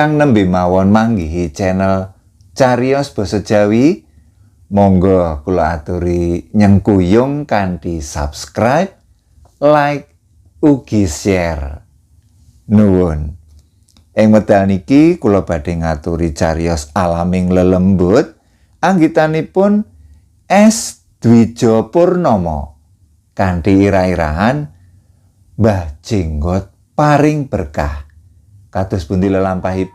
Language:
Javanese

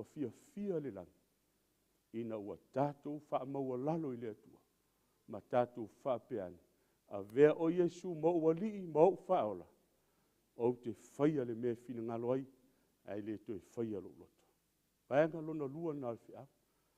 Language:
Samoan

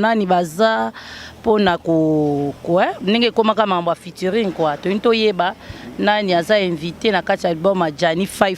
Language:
Lingala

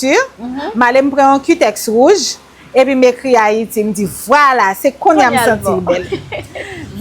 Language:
Haitian Creole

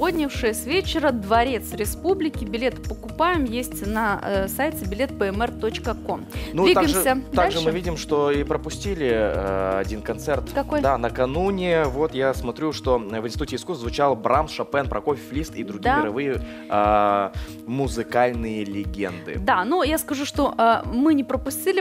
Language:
Russian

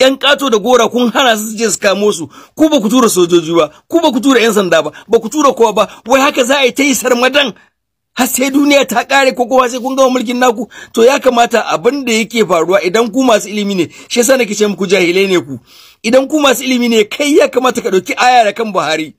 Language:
Hausa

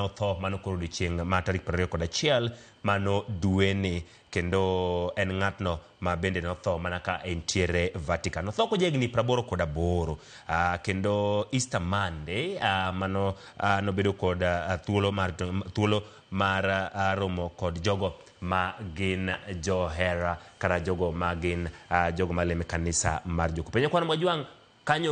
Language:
Luo (Kenya and Tanzania)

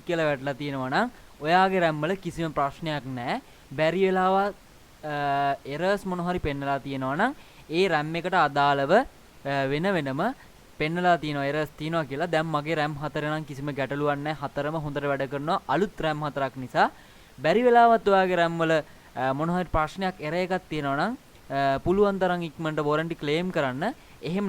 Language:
Sinhala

